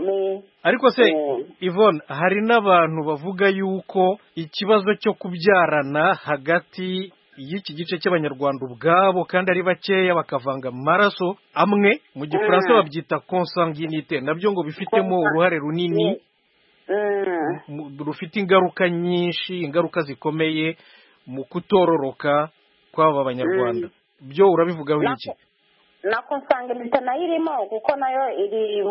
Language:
Kinyarwanda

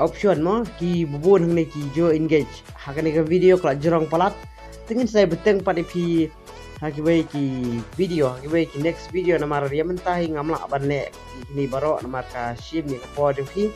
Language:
Khasi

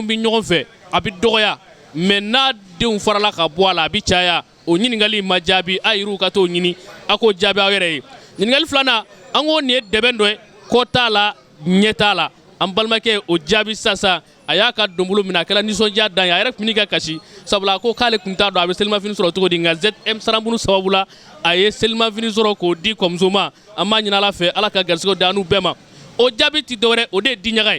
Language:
Bambara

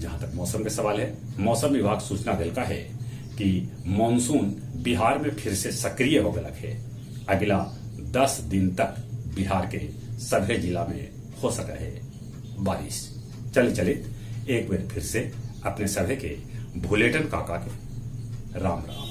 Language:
Magahi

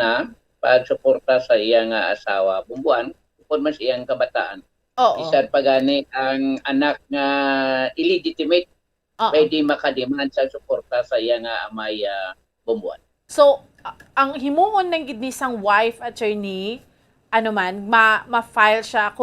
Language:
Hiligaynon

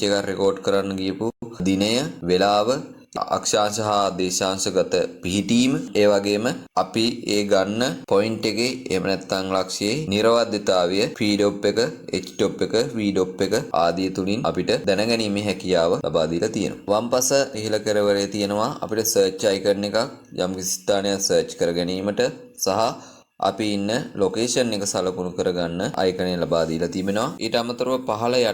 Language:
Sinhala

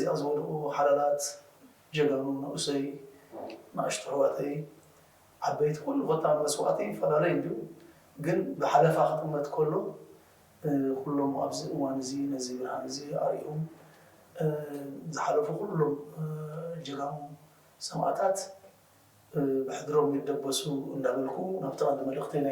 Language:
Tigrinya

